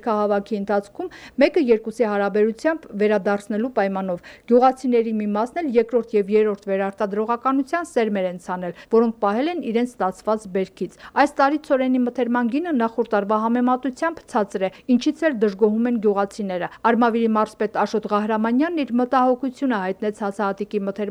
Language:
Armenian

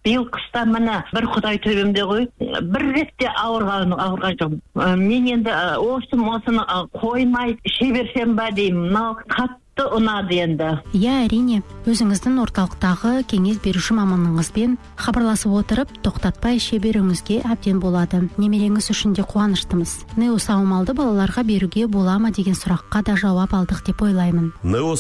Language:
Kazakh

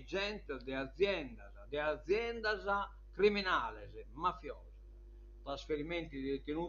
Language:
Sardinian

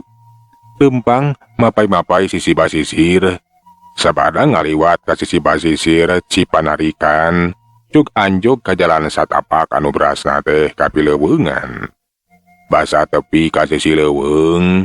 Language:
Sundanese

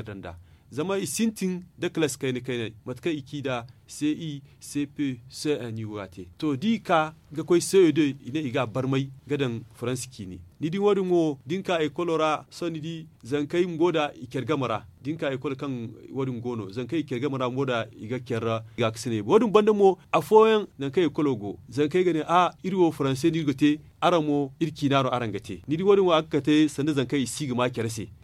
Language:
Zarma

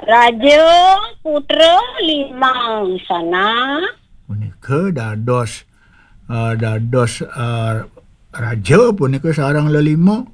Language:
Balinese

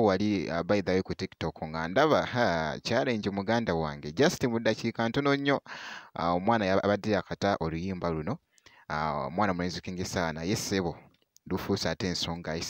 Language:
Ganda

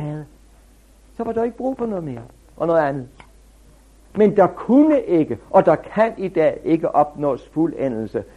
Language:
Danish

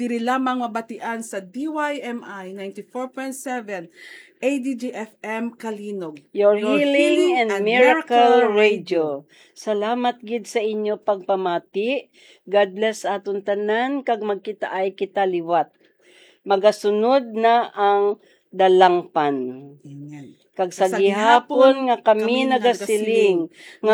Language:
Hiligaynon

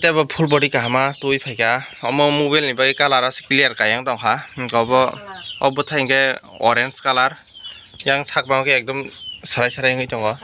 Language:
Kok Borok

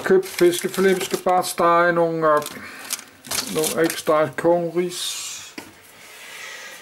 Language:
Danish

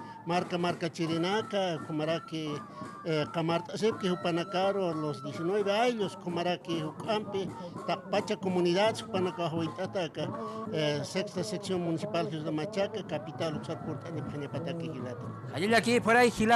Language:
Aymara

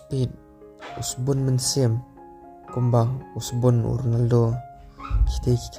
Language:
Khasi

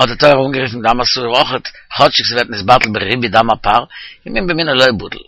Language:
Yiddish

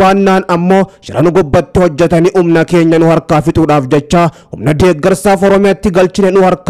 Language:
Oromo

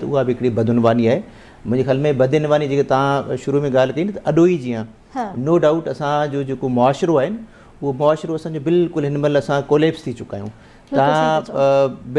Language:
Sindhi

